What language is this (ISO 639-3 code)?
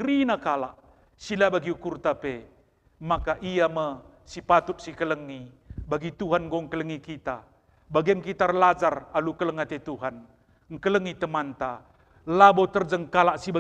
btx